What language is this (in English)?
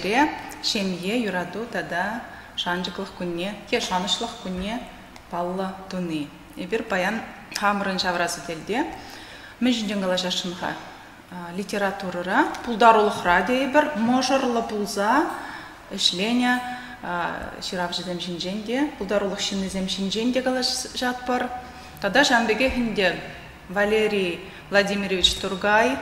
Chuvash